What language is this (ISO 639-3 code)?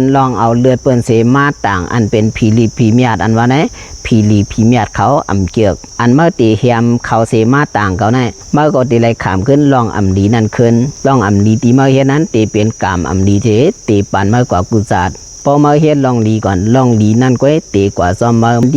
shn